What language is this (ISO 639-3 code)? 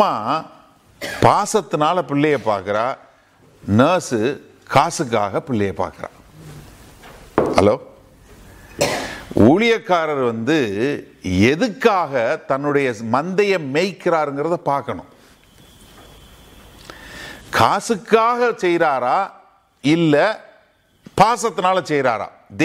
tam